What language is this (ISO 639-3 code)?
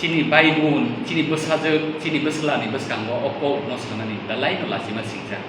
trp